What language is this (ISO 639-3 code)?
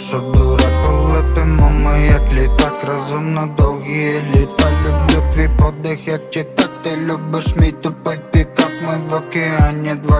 ukr